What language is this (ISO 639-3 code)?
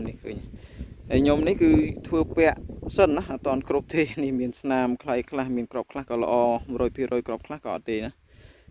khm